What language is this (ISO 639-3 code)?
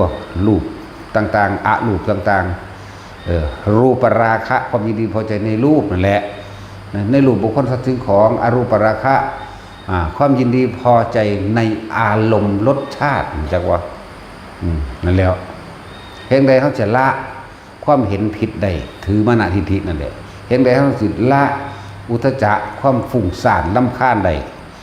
tts